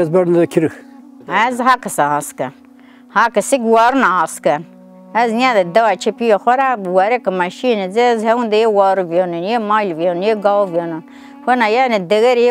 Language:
Zaza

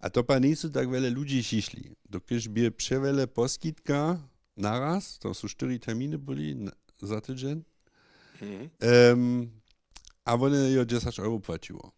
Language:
Upper Sorbian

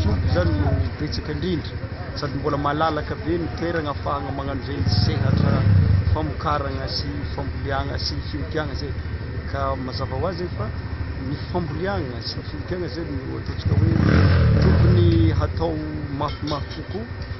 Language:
Malagasy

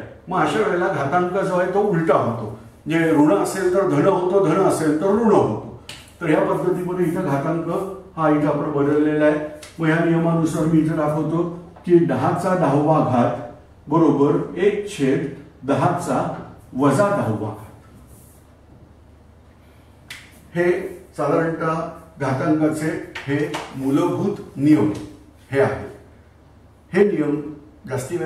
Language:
Marathi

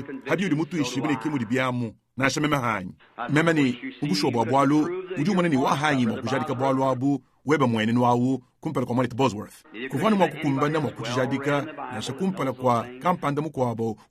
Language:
Luba-Lulua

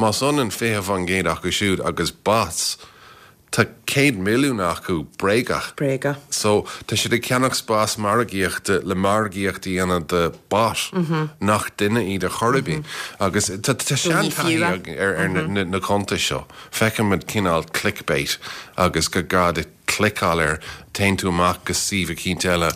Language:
Irish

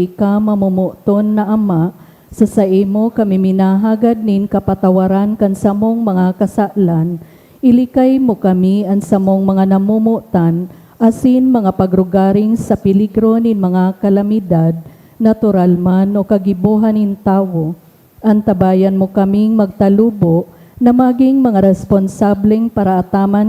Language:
Bikol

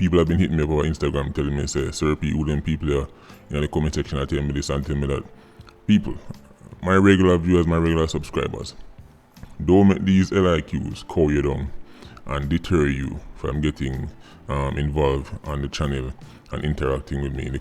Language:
Jamaican Creole English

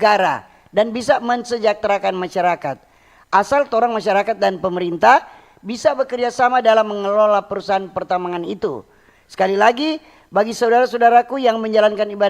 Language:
Manado Malay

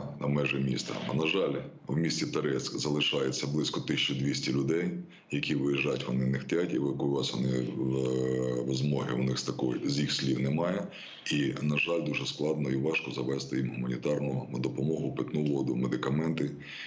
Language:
Ukrainian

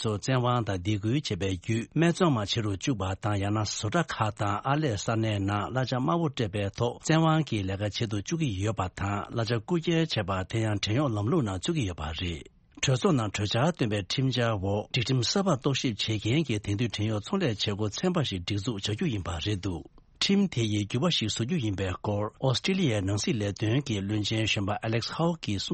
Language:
Tibetan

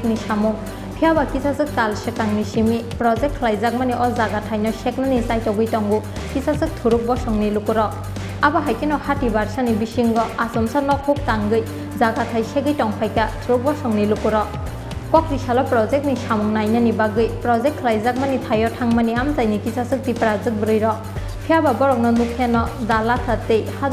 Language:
Kok Borok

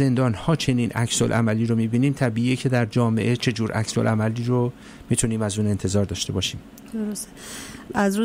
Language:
Persian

